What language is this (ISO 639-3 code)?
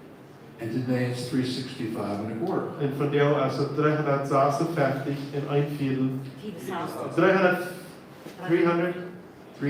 pdt